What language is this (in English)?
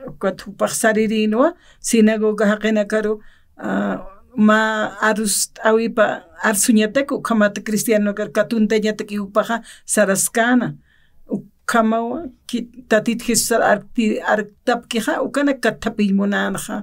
Aymara